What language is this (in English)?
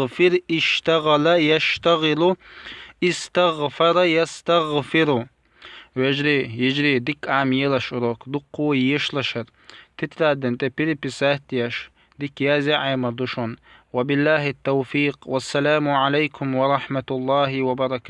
Chechen